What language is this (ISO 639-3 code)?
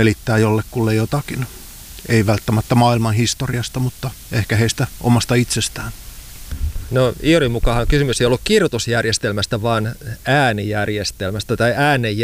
fin